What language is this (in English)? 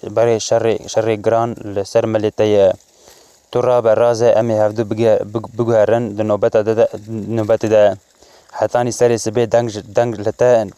Kurdish